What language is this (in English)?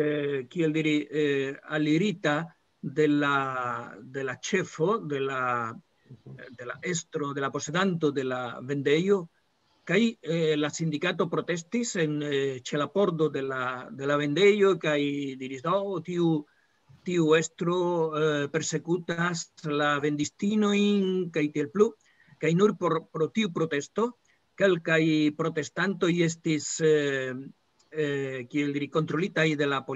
Esperanto